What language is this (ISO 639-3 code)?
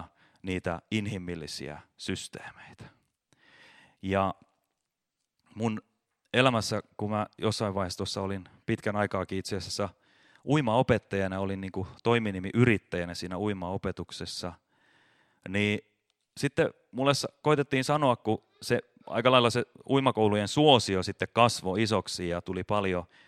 fin